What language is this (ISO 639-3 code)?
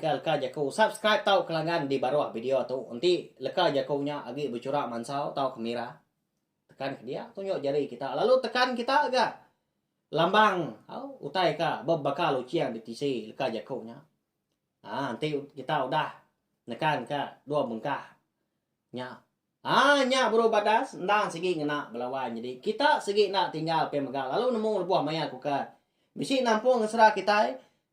iba